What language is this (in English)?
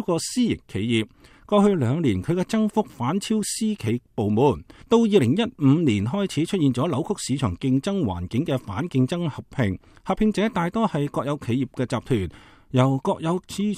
Cantonese